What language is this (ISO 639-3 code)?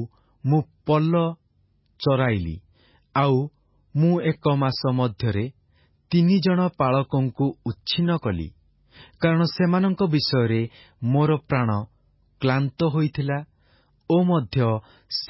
ori